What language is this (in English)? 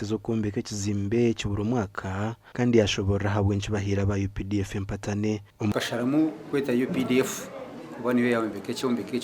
Nyankole